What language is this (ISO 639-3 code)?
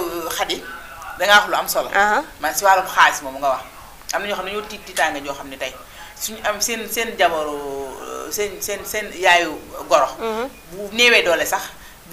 wol